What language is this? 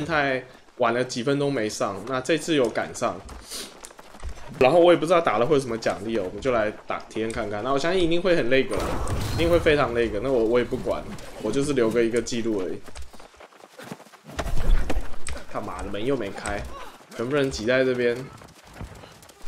Chinese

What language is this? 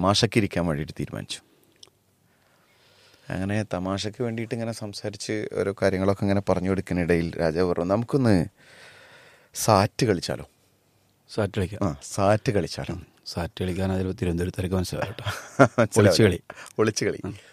Malayalam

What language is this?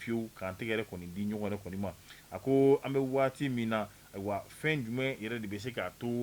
Bambara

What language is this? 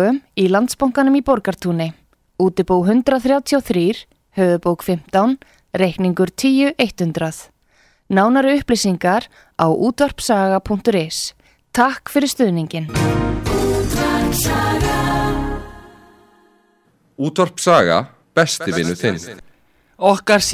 Icelandic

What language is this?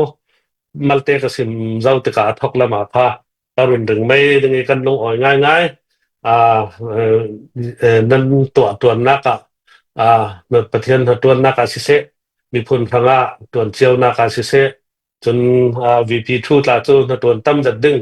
Falam Chin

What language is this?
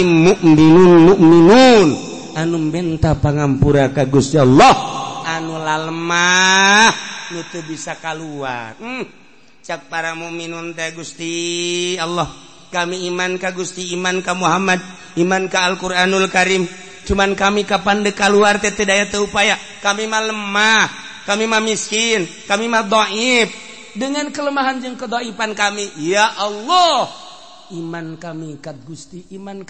Sundanese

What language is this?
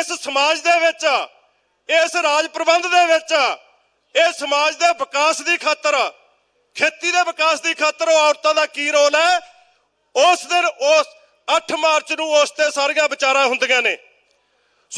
Punjabi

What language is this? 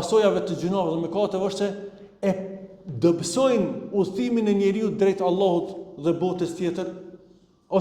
Albanian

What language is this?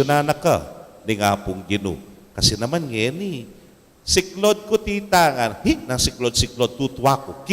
Pampanga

